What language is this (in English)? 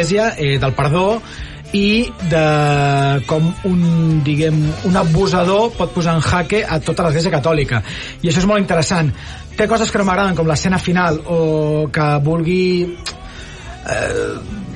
Catalan